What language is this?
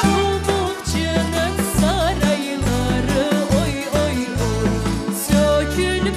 Crimean Tatar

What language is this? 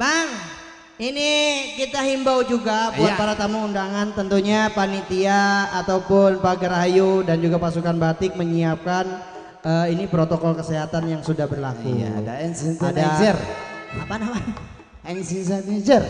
Betawi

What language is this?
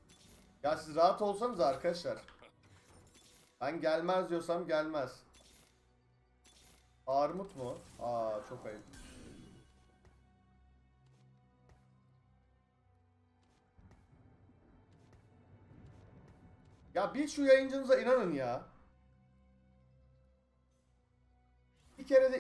Turkish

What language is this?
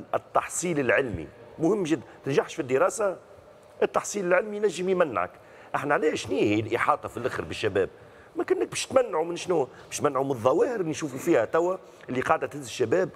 Tunisian Arabic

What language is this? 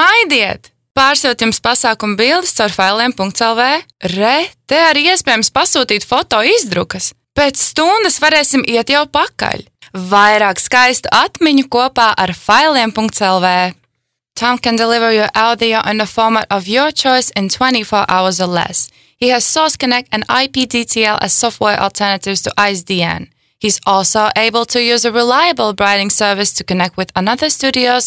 Latvian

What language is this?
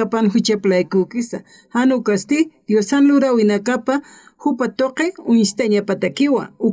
Aymara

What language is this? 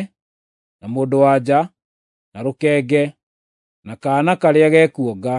Kikuyu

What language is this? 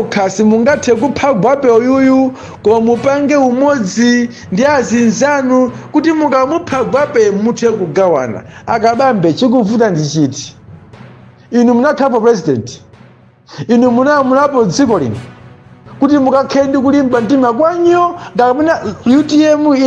Nyanja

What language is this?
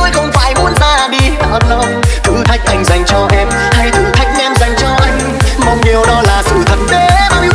Vietnamese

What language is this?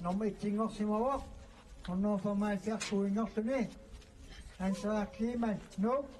Kalaallisut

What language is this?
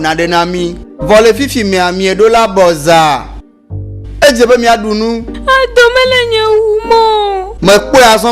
Ewe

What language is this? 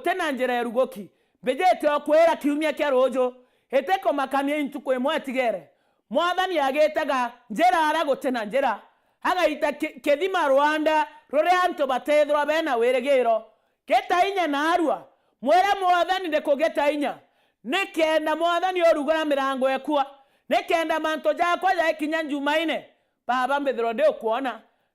Meru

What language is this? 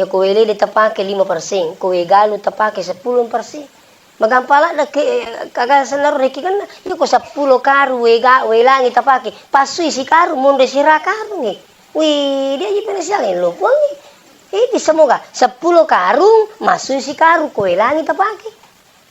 Buginese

